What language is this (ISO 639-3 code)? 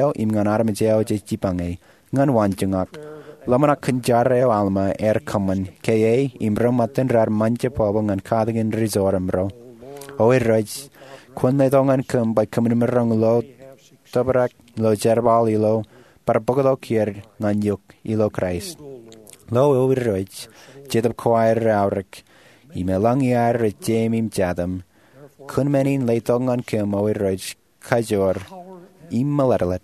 mah